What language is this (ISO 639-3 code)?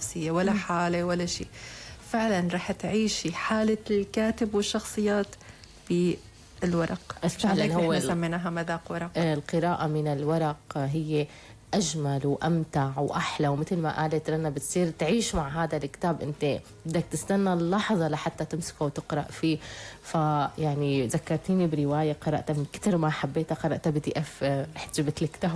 apc